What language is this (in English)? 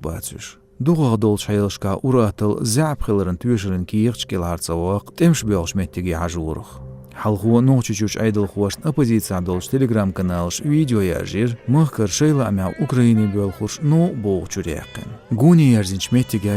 Chechen